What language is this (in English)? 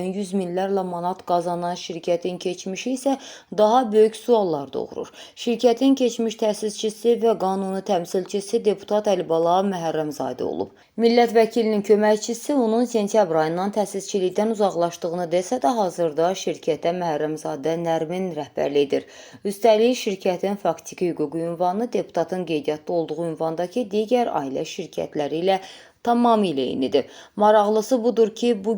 Azerbaijani